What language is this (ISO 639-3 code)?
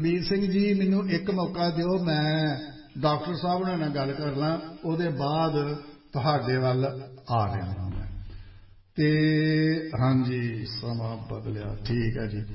pan